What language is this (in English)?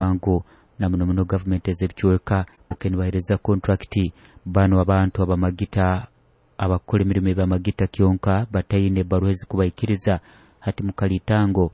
Nyoro